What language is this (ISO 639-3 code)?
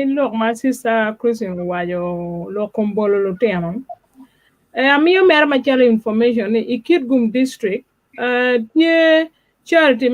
ach